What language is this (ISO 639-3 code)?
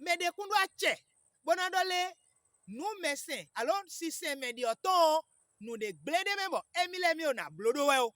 fon